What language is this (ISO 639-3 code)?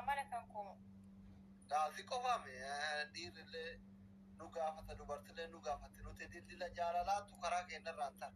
orm